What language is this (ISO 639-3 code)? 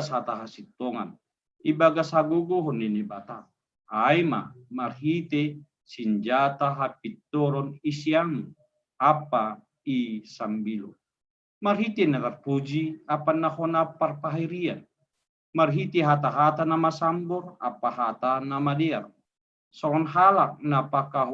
bts